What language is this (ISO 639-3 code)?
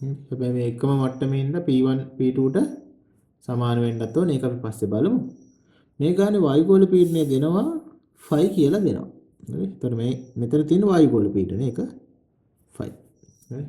sin